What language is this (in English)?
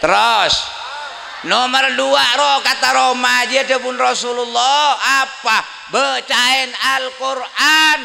Madurese